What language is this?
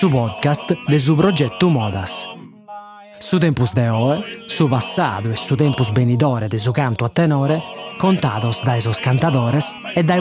Sardinian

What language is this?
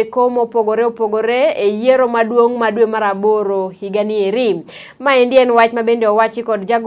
Luo (Kenya and Tanzania)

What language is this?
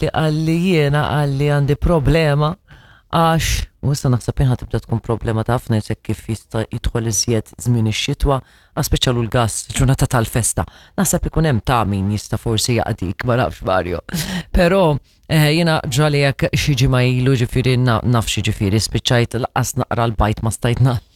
Maltese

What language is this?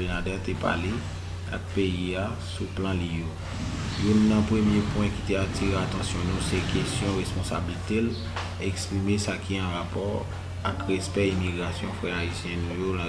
Haitian Creole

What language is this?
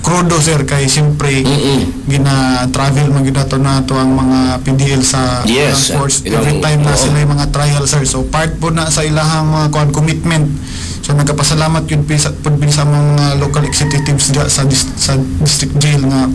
Cebuano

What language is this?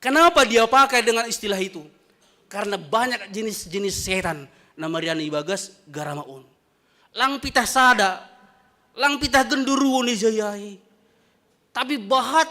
Batak Simalungun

